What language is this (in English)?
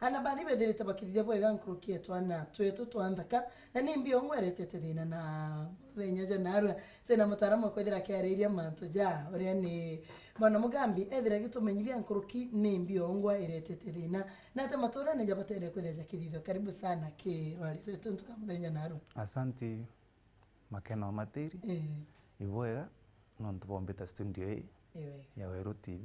Meru